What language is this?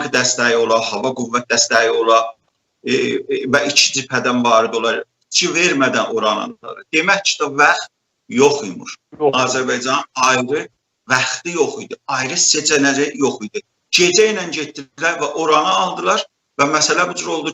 South Azerbaijani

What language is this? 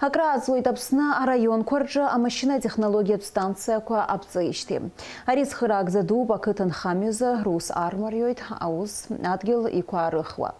Abkhazian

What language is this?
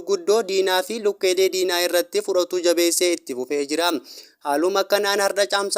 Oromo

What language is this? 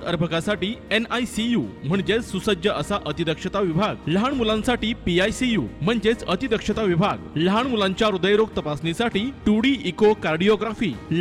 Marathi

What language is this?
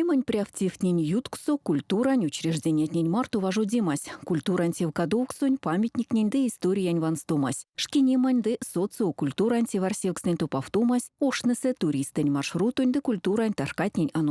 Erzya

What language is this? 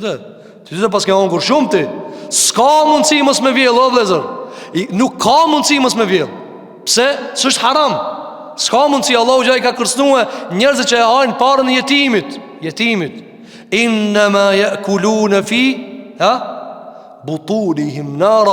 Albanian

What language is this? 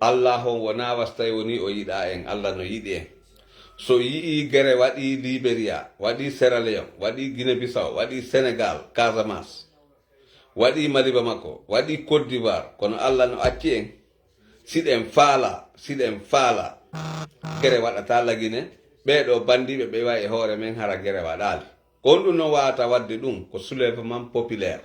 Fula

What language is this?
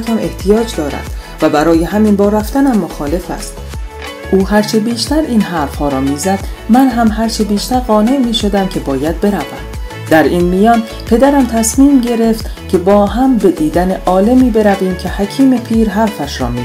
Persian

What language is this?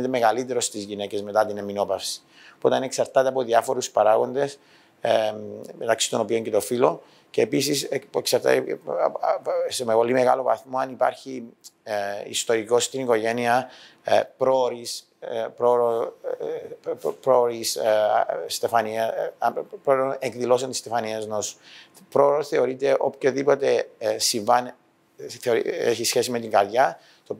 Greek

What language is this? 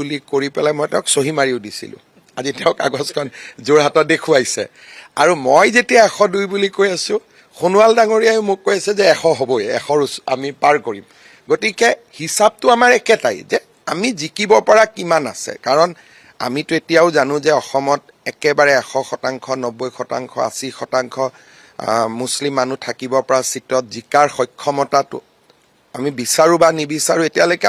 Assamese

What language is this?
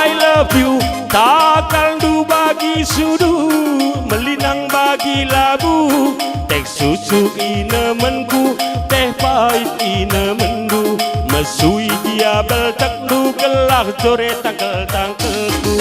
Batak Karo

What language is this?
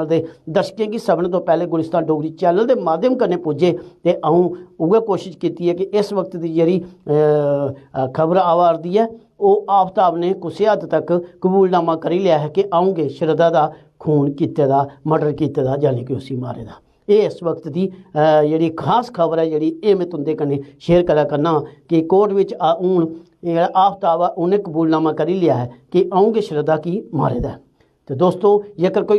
Dogri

